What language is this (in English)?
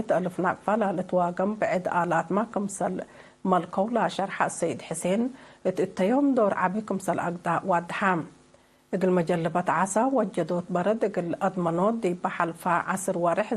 Tigre